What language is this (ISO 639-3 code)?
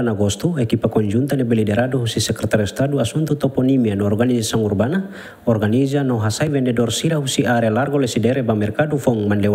tet